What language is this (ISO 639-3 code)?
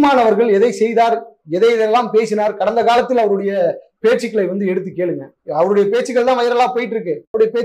tam